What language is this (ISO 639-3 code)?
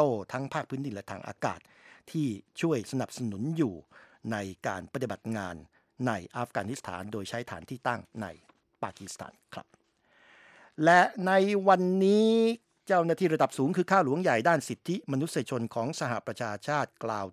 tha